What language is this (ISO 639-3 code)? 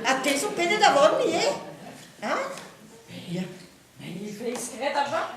bre